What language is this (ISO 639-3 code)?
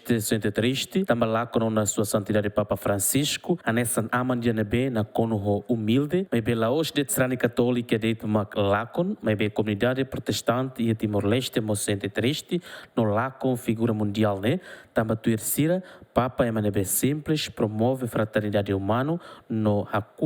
tet